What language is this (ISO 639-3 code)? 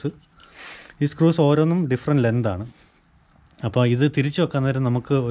mal